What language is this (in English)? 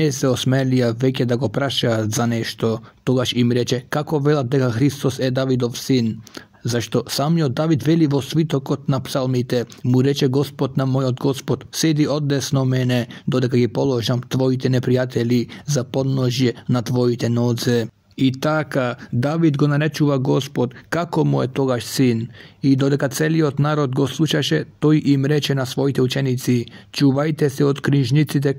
Macedonian